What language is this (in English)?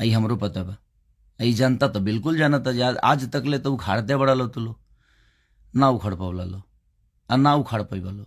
Bhojpuri